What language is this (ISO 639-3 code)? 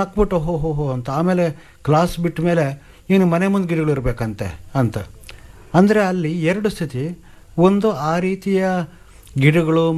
kan